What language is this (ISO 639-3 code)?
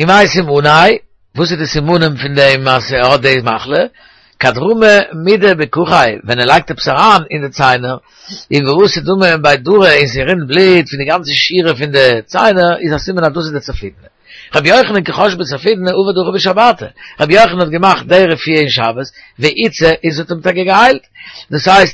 yid